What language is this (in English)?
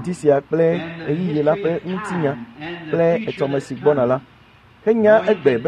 Ewe